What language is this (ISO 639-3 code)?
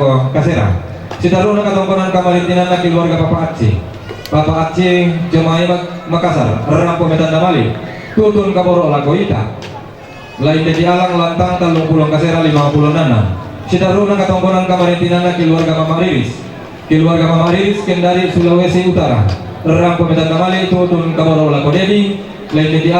sda